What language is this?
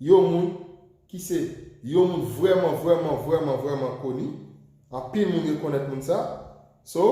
Haitian Creole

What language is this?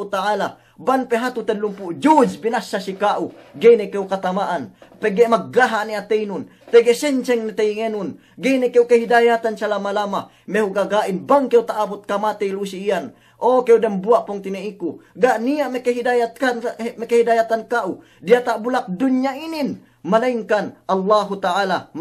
Yakan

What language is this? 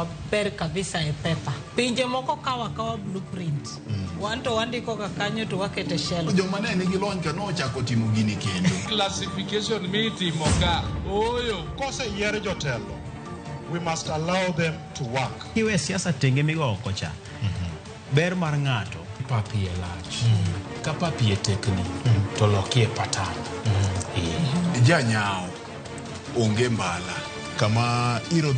Luo (Kenya and Tanzania)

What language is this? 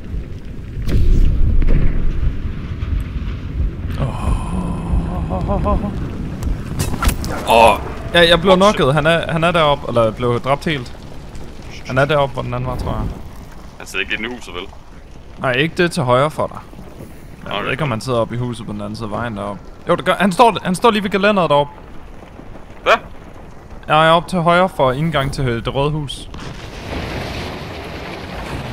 Danish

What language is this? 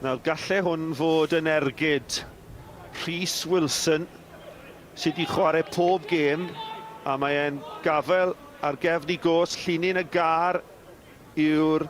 Welsh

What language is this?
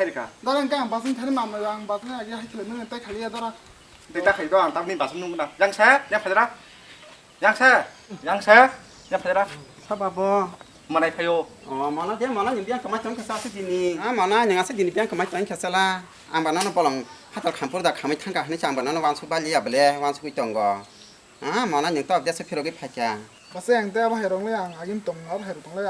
Kok Borok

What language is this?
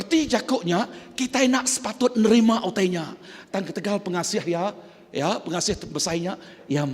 Iban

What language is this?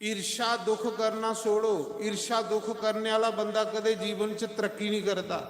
Dogri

